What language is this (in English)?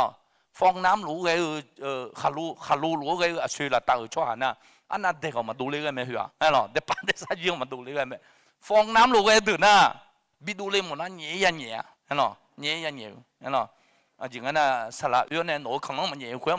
Akha